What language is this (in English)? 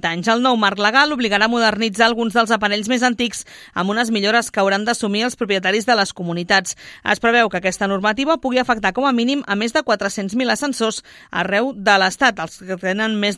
Catalan